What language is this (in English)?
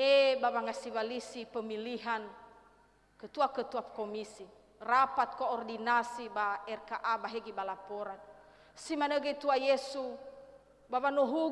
Nias